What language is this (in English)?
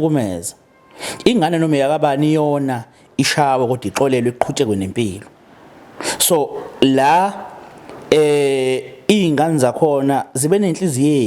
Zulu